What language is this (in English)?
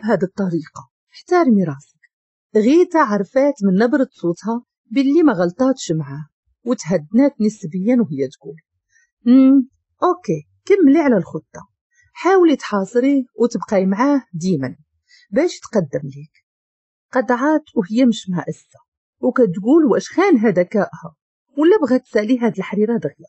Moroccan Arabic